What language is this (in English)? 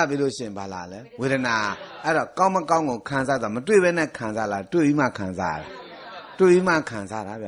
Burmese